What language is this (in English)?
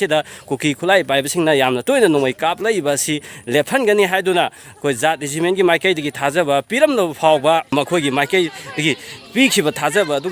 Manipuri